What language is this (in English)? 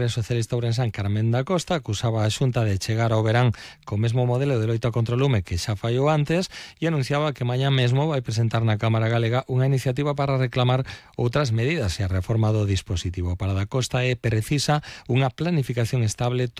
Galician